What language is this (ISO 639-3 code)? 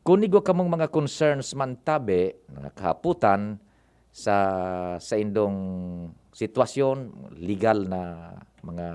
bik